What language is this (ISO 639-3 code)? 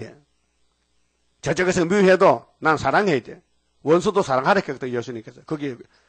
kor